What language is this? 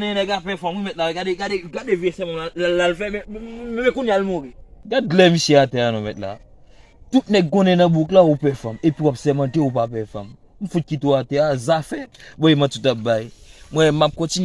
Haitian Creole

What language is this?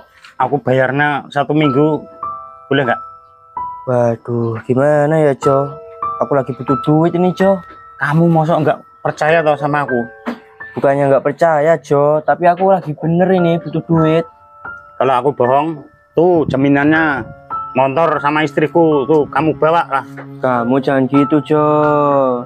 Indonesian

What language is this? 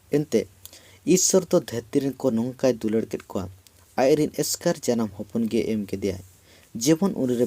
Santali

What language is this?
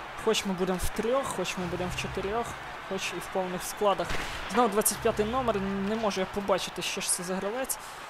Ukrainian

